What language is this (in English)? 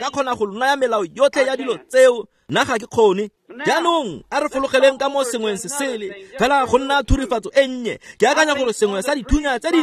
Tswana